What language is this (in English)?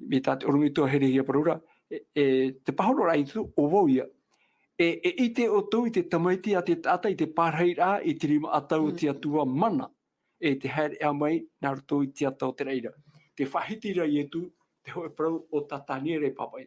Tahitian